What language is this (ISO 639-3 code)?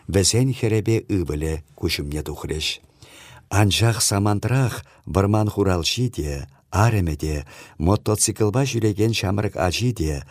chv